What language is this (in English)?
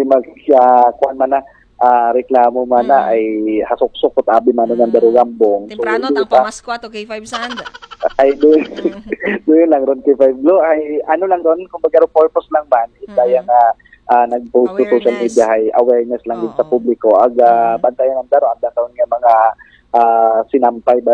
Filipino